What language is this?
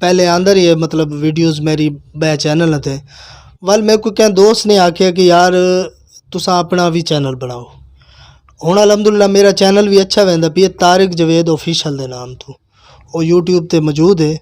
Western Panjabi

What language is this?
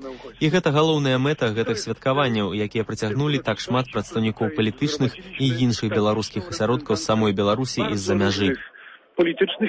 Belarusian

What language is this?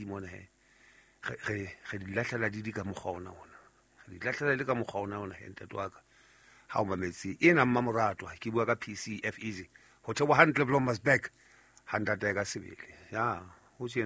Southern Sotho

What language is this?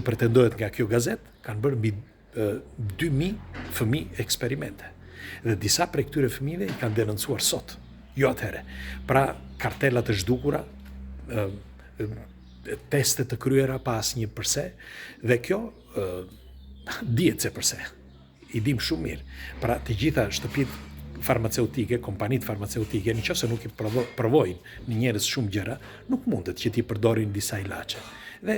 Albanian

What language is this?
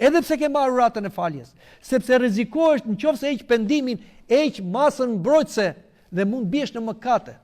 Albanian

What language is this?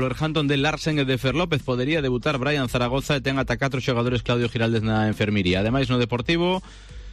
Galician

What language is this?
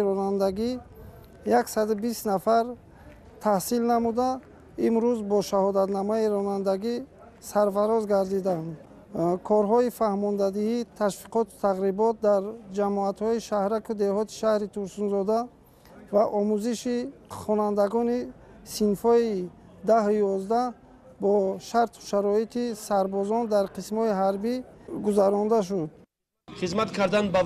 Tajik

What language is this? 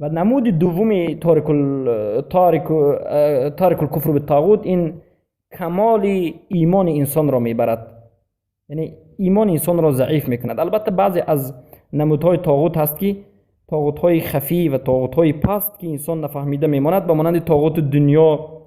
Persian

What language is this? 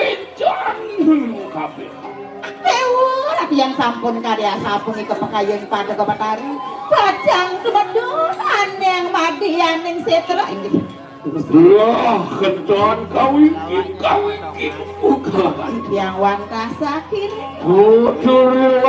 Balinese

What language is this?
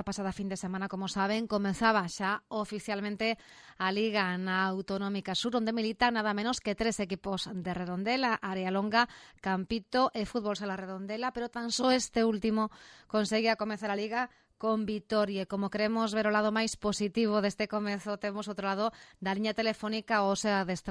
Galician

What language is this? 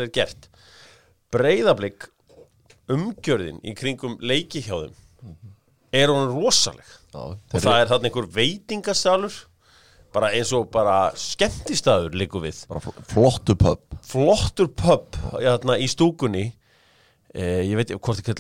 Icelandic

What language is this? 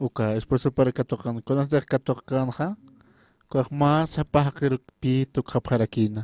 Aymara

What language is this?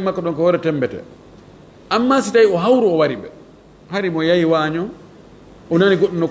Fula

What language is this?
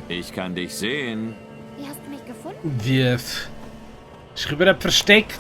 Swiss German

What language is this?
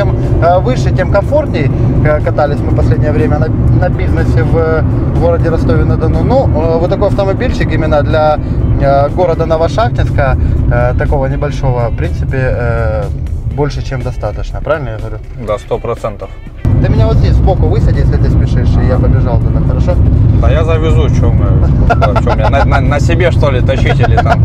Russian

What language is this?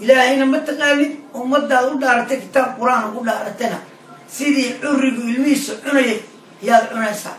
Somali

